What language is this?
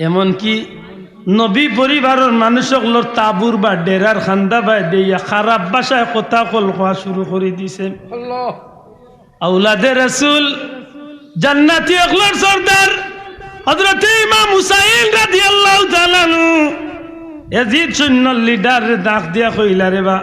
Sylheti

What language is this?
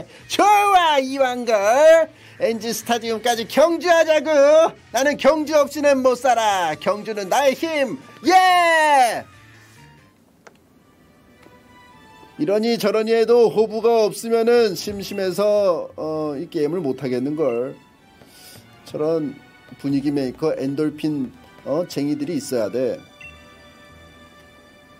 Korean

